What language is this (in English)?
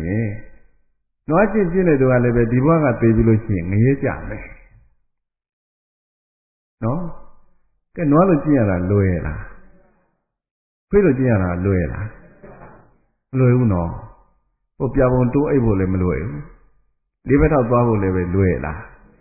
Burmese